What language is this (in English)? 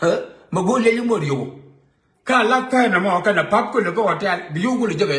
Nuer